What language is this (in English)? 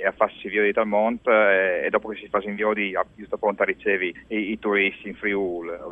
Friulian